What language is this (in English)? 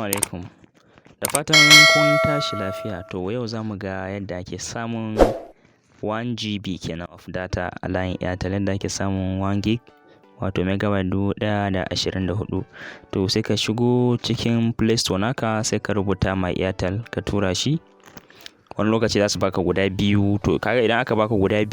Hausa